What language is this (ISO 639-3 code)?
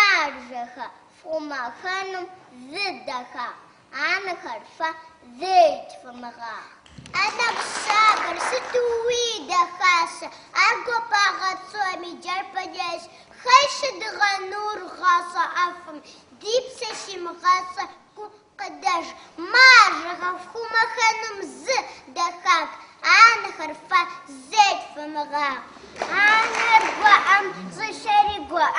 kbd